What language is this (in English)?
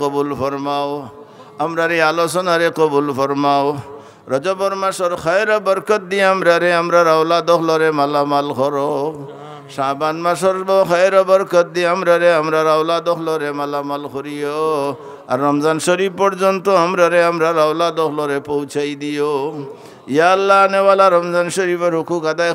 Sylheti